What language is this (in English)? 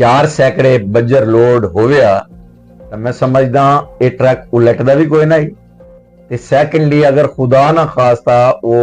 Western Panjabi